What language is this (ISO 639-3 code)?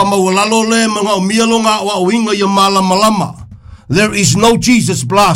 smo